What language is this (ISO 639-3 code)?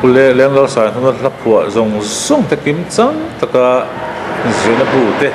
lus